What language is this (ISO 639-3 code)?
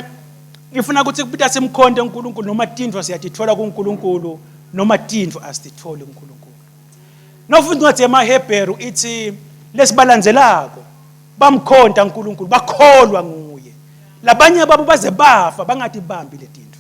ssw